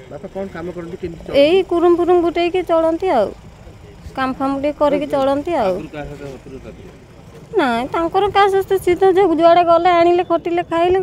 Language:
Odia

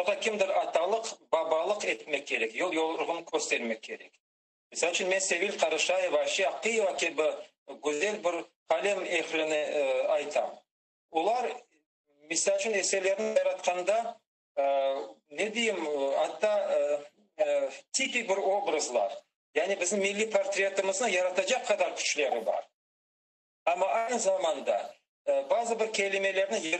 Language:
Crimean Tatar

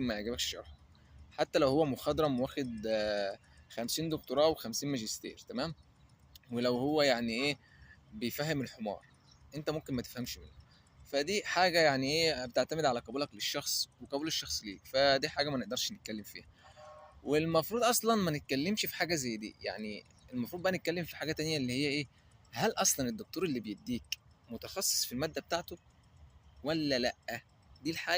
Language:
Egyptian Arabic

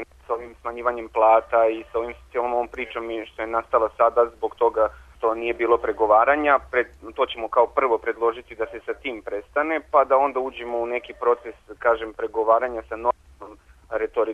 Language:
Serbian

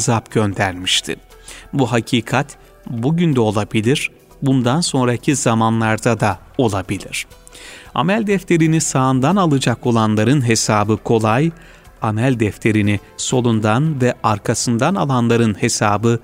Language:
Turkish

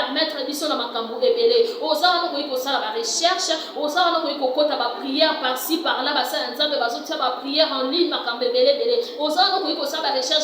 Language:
Lingala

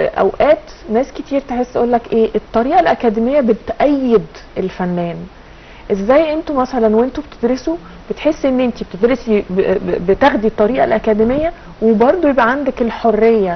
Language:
Egyptian Arabic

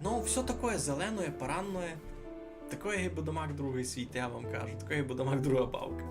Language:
Rusyn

